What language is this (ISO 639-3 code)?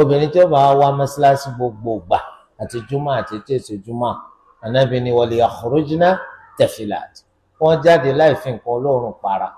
yor